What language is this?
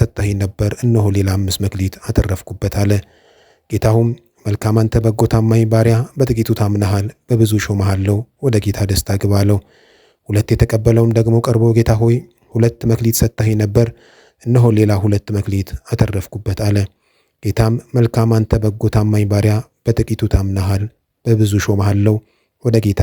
Amharic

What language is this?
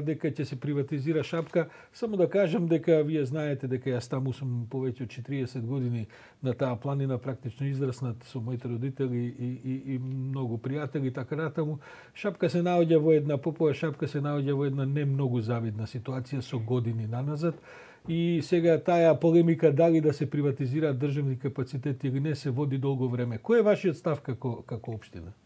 Macedonian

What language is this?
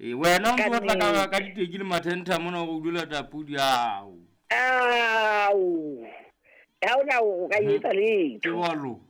Southern Sotho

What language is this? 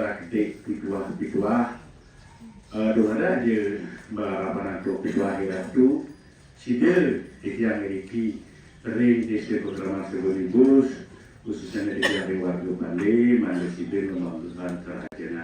Balinese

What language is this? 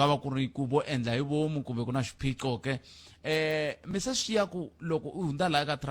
Tsonga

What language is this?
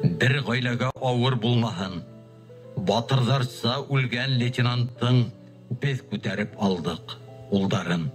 Bashkir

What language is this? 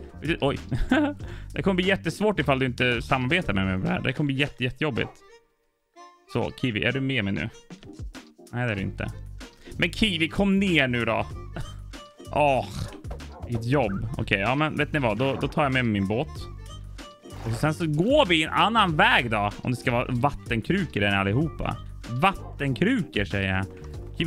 Swedish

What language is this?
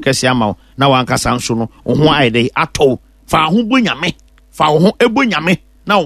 Akan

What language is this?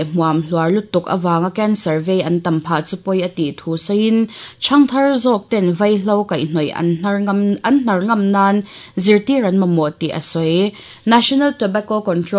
Mizo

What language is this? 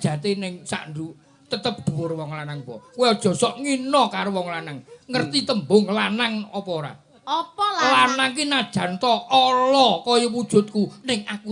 Javanese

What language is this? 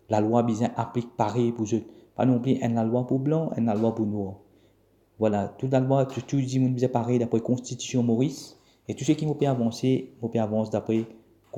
Morisyen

